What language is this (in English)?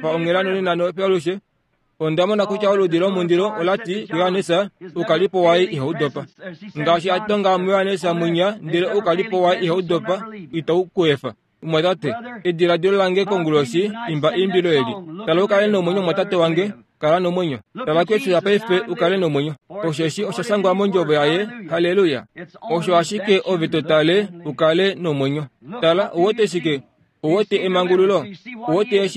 Kuanyama